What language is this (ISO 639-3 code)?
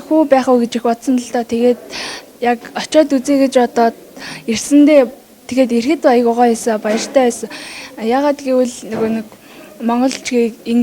mon